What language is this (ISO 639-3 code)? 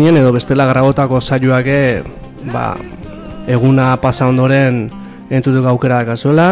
eus